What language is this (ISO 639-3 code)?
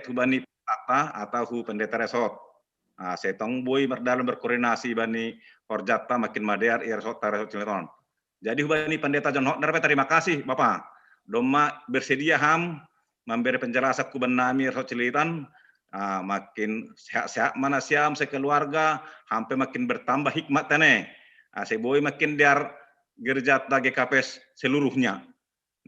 bts